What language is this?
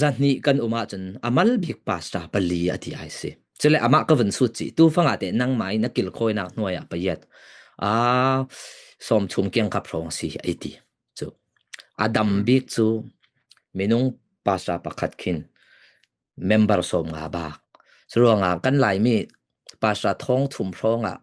Falam Chin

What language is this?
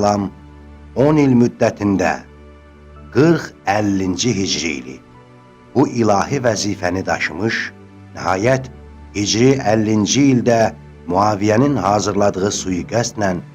Azerbaijani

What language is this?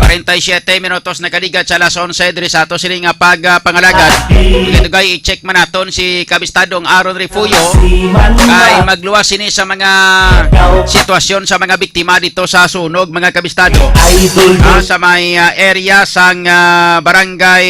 Hiligaynon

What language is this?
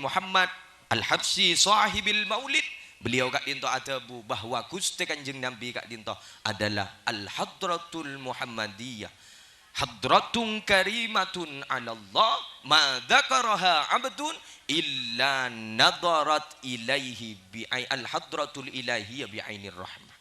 Madurese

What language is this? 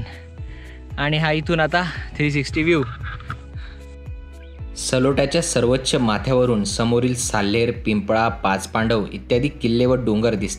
Marathi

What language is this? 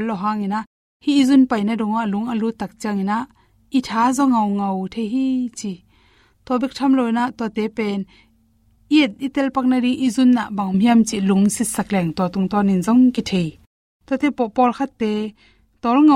Tedim Chin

